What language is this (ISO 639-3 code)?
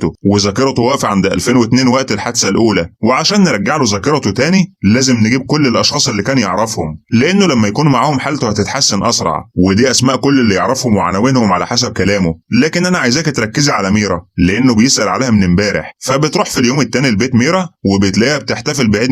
arz